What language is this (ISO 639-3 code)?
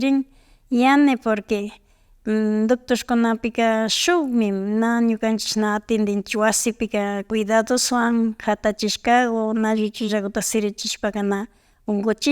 qvi